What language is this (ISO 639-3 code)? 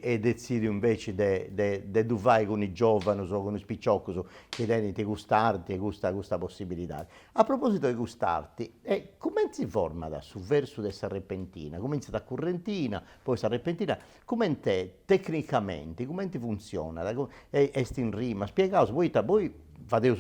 srd